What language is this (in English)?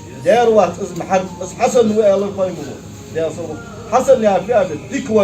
Ingush